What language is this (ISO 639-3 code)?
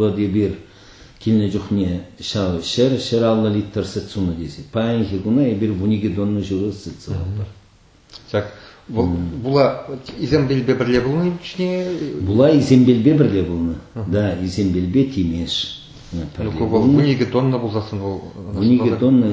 chv